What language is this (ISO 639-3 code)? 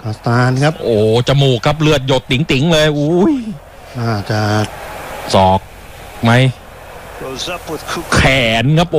tha